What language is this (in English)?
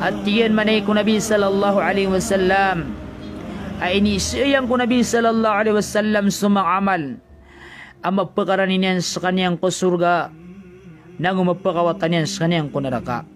Maranao